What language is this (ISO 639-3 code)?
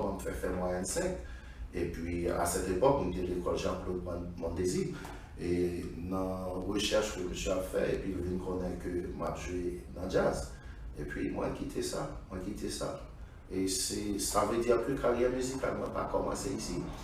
hat